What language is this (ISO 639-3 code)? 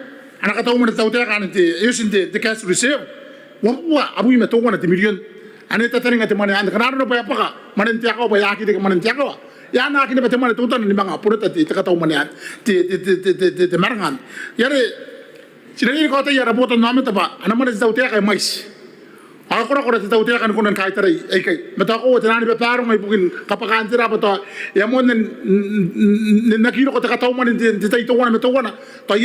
gil